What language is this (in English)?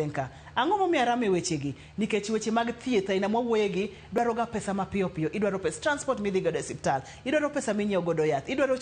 Luo (Kenya and Tanzania)